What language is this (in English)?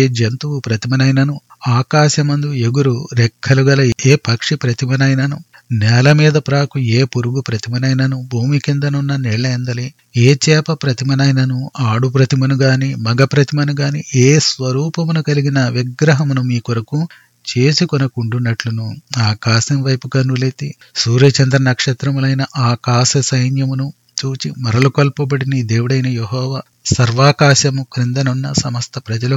Telugu